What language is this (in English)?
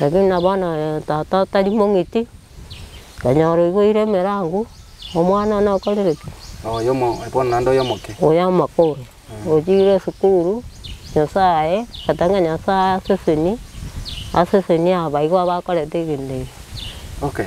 Gusii